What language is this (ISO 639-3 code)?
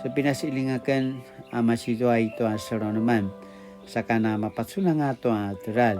pwn